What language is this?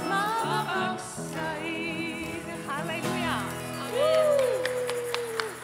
Estonian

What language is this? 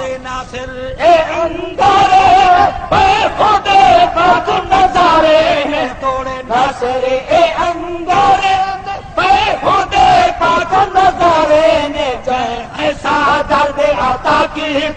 Saraiki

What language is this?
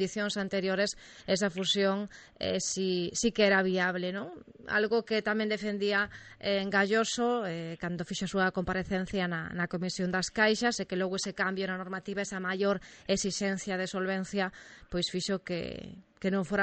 Galician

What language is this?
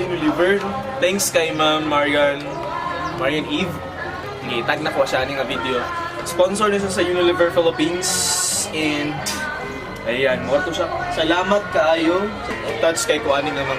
Cebuano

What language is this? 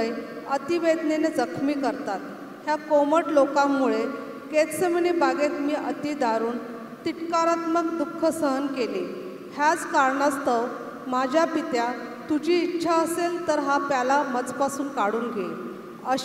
Marathi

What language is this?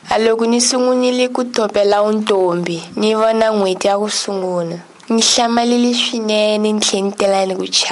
Tsonga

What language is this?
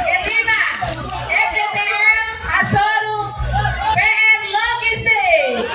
Tetum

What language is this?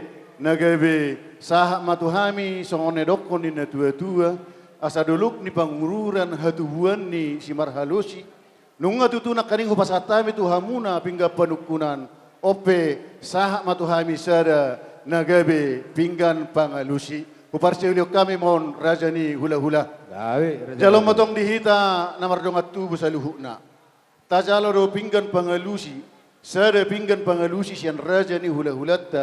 Batak Toba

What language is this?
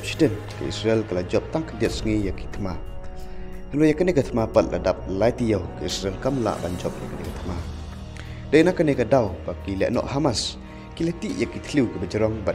Khasi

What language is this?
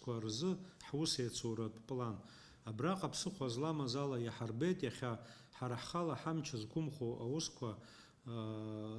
Abkhazian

